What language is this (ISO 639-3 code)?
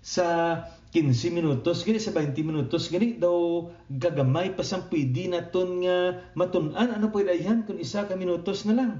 hil